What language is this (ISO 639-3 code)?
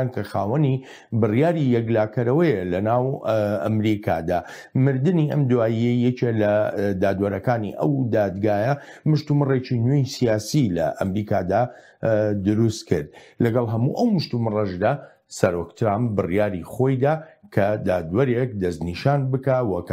ckb